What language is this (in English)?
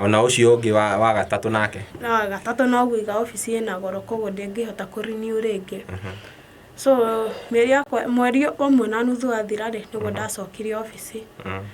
Kikuyu